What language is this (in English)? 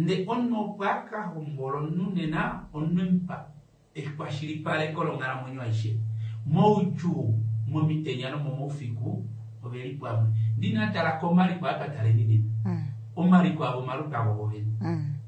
Kuanyama